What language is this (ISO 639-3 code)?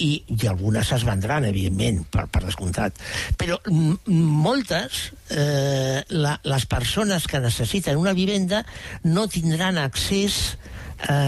cat